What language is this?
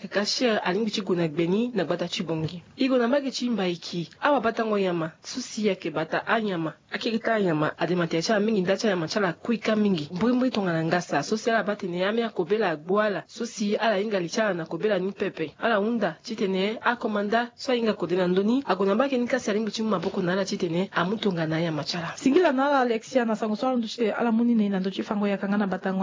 Sango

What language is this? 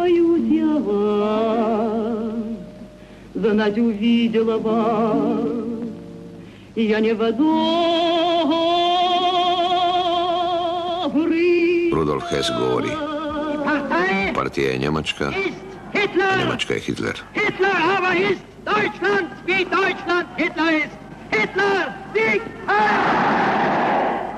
Croatian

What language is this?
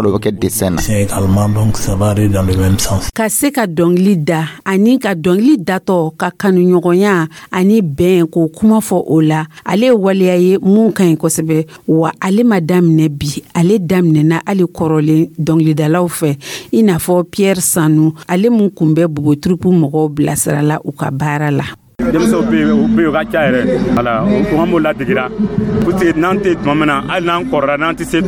Dyula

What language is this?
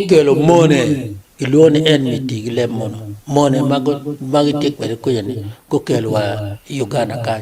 Acoli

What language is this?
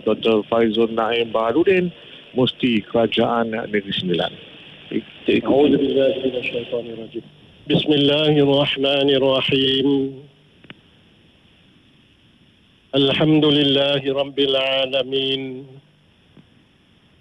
Malay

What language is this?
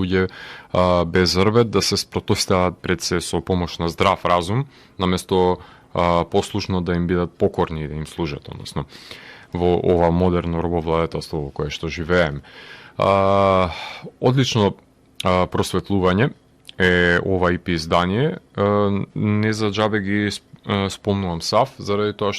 Macedonian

